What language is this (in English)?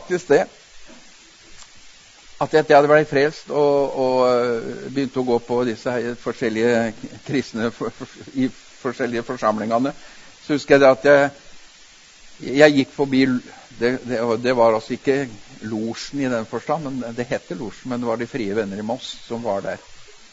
Norwegian